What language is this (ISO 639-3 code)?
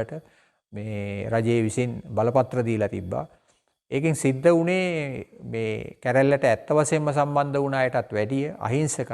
sin